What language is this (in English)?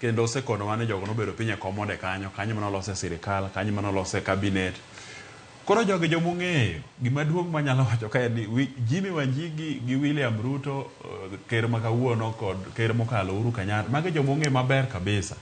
Luo (Kenya and Tanzania)